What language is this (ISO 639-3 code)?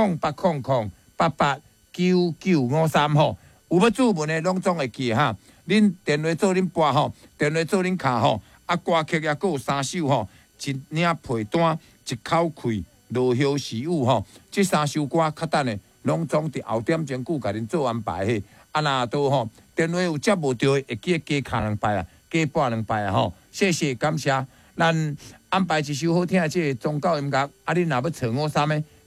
nan